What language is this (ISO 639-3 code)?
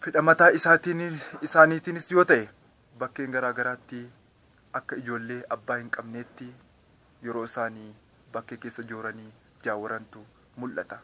orm